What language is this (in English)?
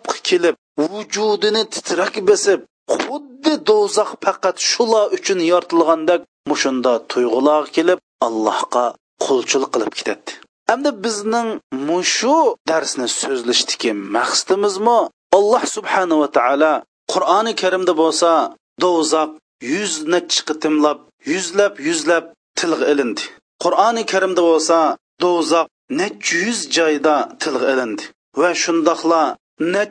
Uyghur